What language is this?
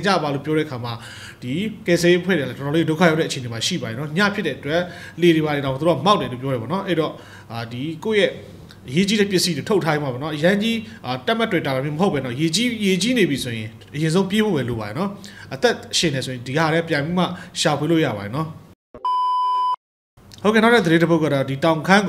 Burmese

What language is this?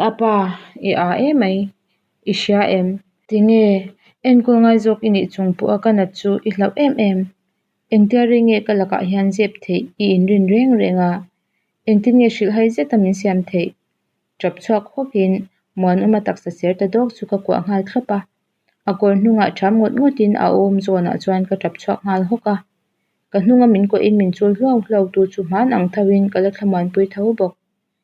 Mizo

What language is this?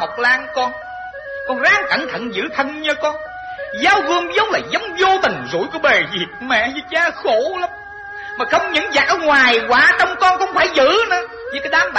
Vietnamese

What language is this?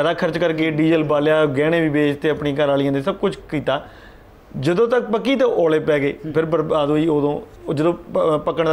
Punjabi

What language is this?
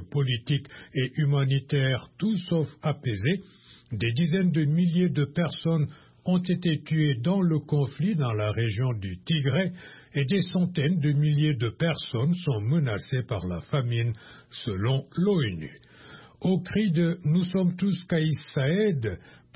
French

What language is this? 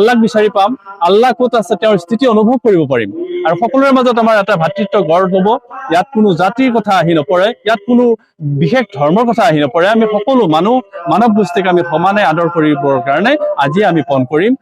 Assamese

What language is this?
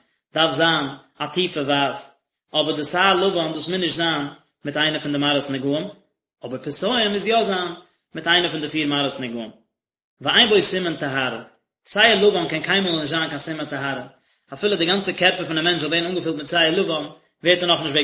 Yiddish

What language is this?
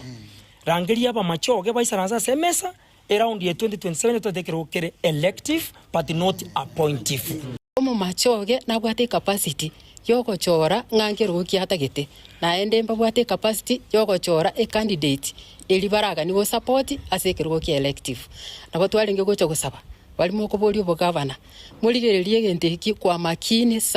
Gusii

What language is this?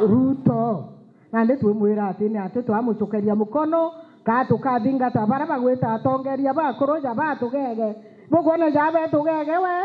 Meru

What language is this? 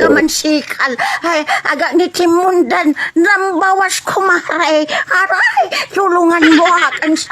Pangasinan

